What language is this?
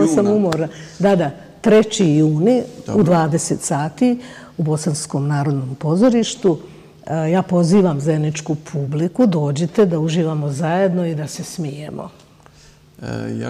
Bosnian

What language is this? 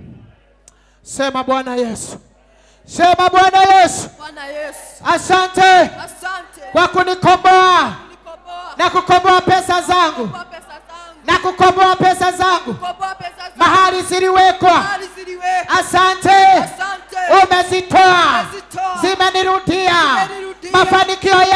Swahili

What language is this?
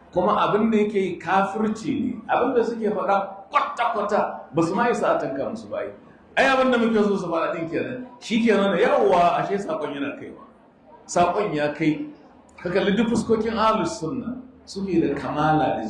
Hausa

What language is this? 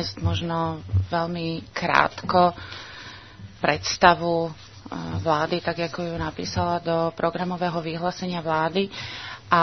Slovak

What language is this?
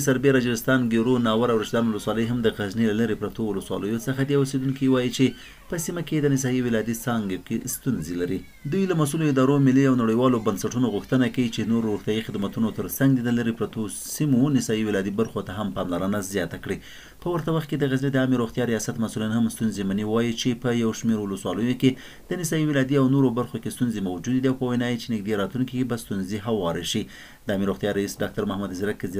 Pashto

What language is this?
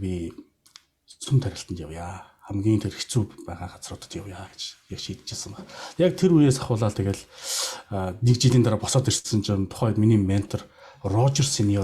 Mongolian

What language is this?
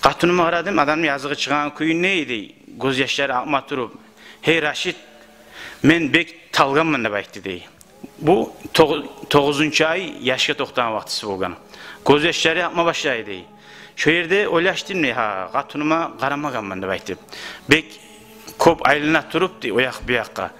Kumyk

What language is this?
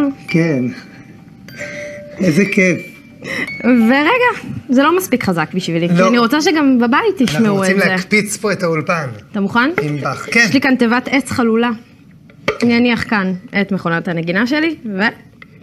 Hebrew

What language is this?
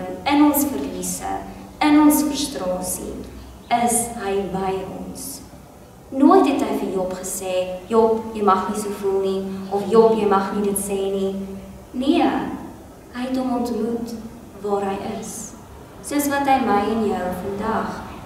Afrikaans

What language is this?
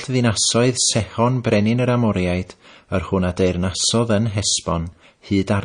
Welsh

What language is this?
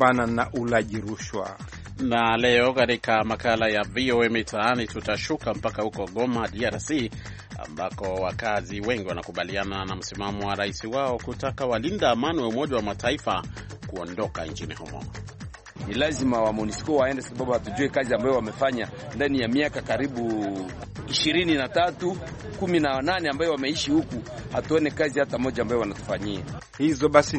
Swahili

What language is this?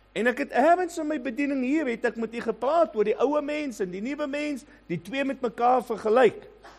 Afrikaans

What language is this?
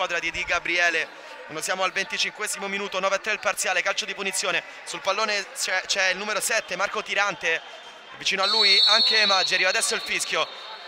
Italian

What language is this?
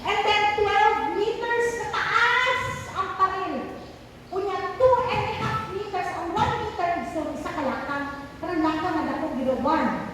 Cebuano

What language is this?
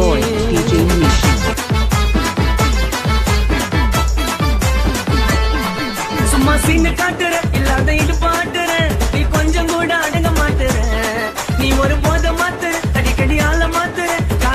Tamil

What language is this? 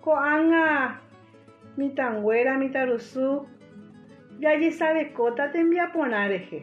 Guarani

